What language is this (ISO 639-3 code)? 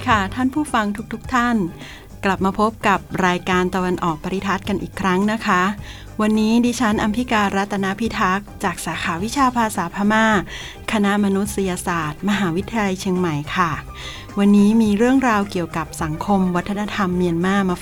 tha